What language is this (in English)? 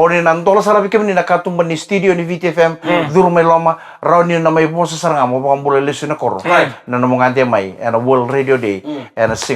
Fijian